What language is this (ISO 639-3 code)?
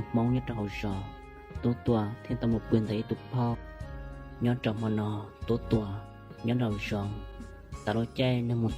hmn